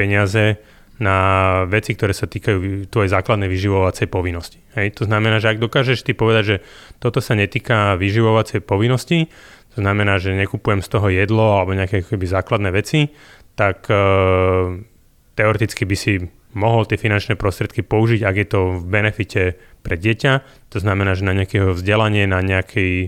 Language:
Slovak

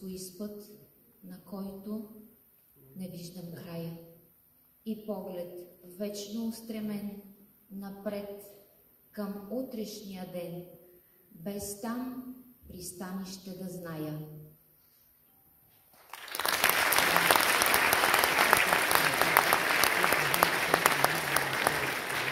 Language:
Bulgarian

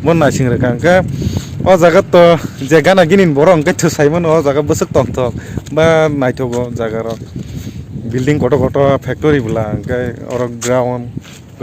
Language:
Kok Borok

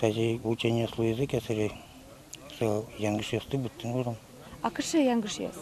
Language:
Udmurt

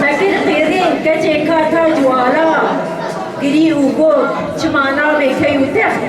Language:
Kurdish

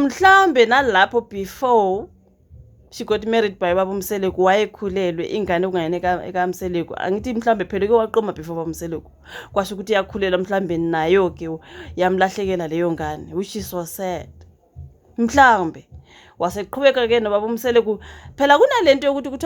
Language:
Zulu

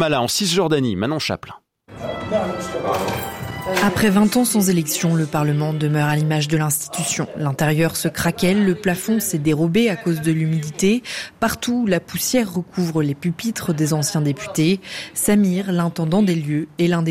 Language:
French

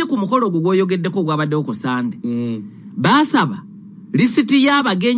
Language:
Ganda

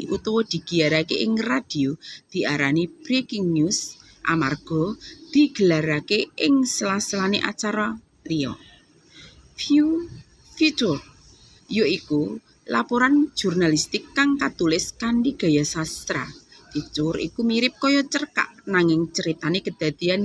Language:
Javanese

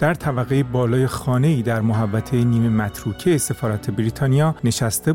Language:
Persian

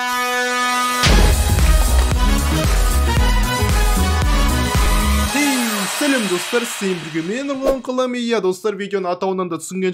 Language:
Kazakh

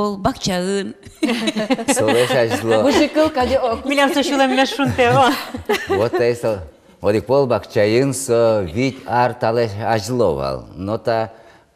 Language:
Udmurt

